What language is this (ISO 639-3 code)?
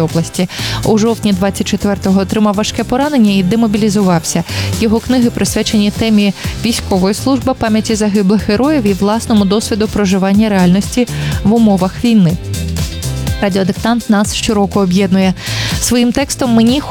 ukr